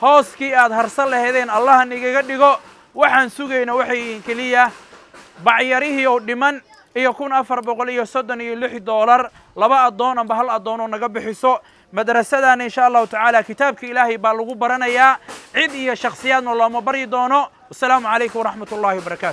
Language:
Somali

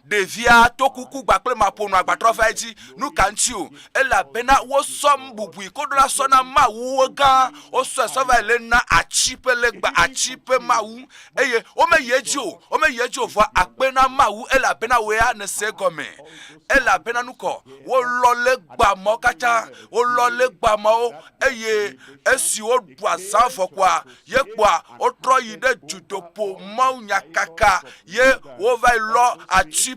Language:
Ewe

